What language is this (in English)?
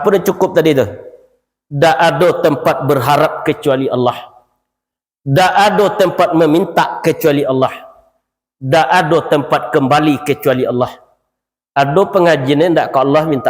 Minangkabau